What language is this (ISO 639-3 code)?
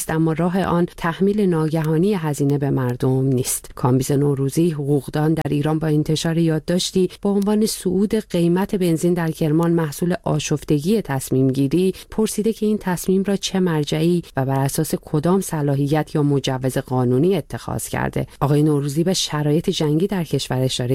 fas